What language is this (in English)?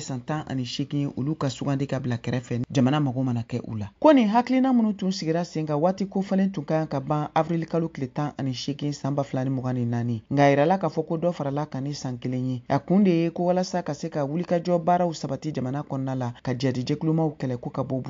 Bambara